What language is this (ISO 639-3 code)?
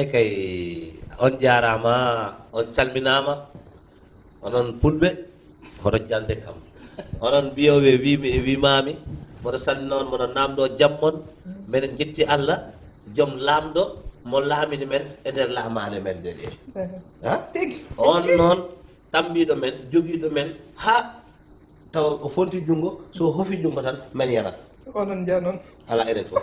ful